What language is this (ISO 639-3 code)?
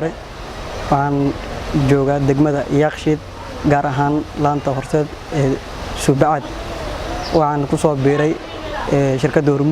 som